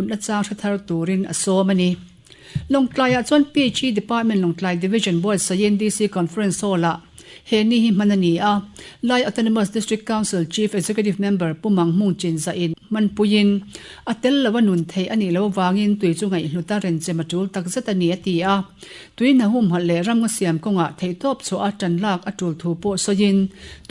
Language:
Mizo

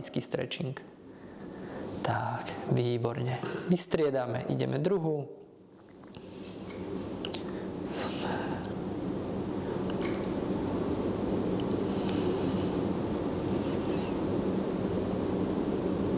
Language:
Slovak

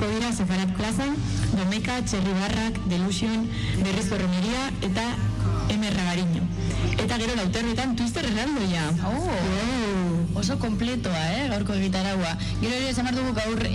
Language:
Basque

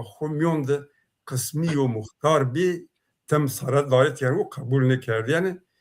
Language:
Zaza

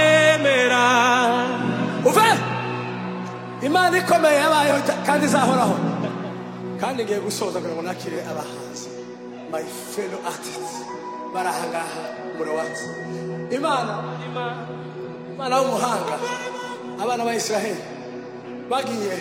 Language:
Kinyarwanda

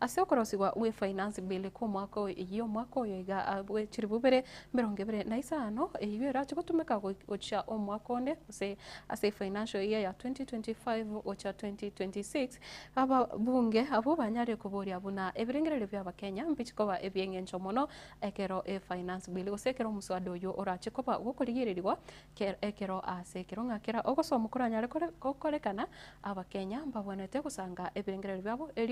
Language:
Gusii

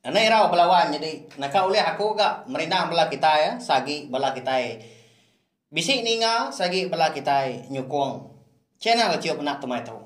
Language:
Iban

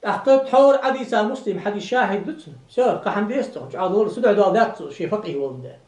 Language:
Ingush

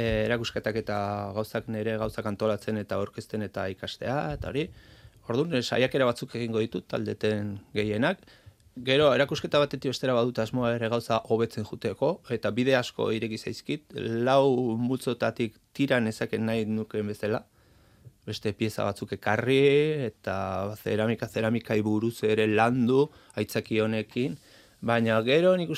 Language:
Basque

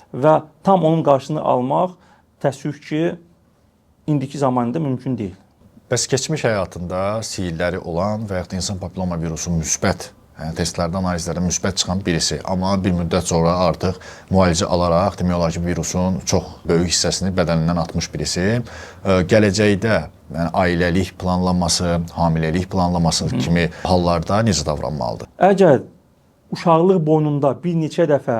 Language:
Azerbaijani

